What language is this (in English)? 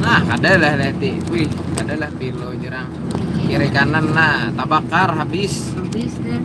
Banjar